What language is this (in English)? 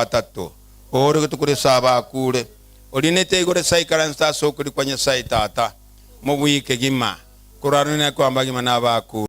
Gusii